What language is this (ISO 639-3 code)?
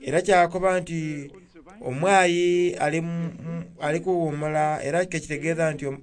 xog